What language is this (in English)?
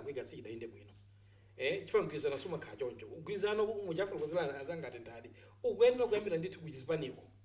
Nyanja